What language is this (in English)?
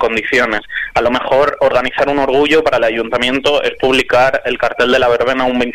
Spanish